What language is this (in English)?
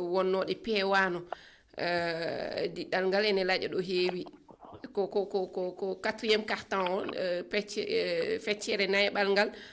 Fula